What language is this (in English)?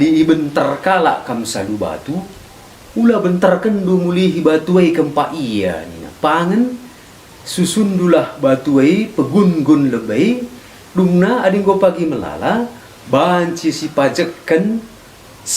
Batak Karo